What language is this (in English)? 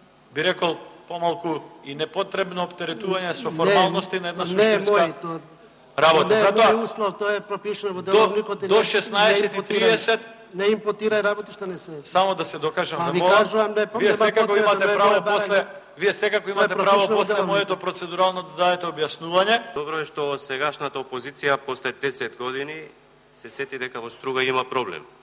Macedonian